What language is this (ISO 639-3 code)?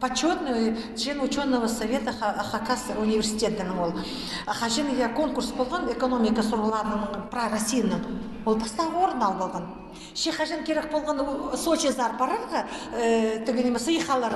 kjh